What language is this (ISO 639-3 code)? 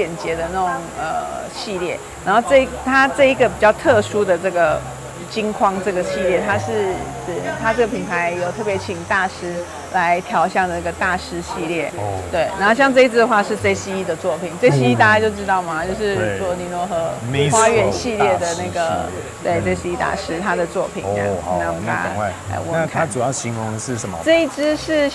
zho